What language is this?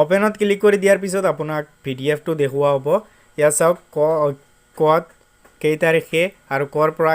Assamese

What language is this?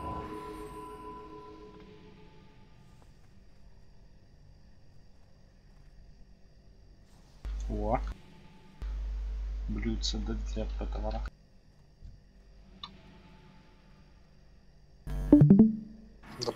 Russian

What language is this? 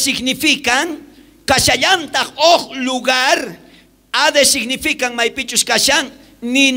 South Bolivian Quechua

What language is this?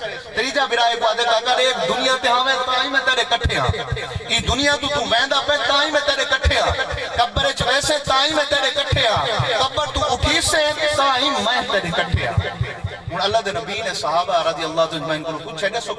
Saraiki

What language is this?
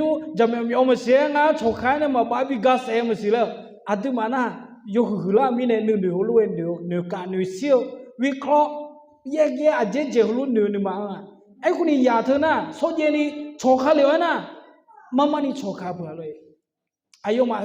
Akha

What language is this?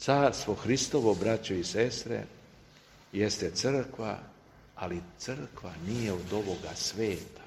Serbian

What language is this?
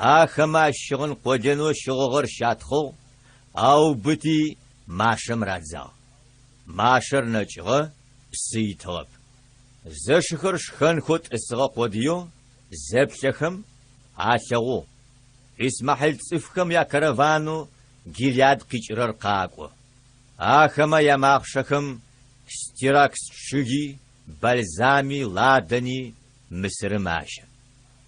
Adyghe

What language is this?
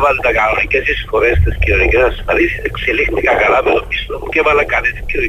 Greek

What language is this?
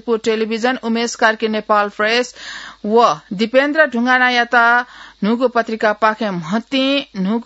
Newari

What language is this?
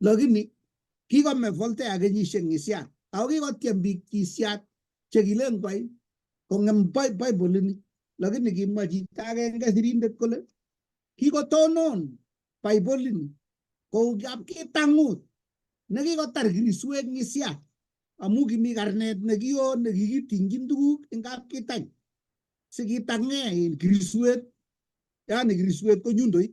Kalenjin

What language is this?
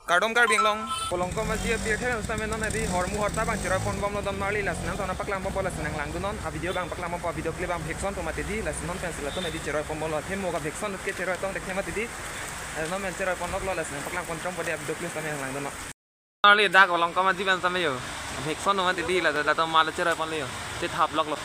Karbi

